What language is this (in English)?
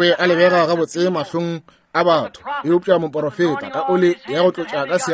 Northern Sotho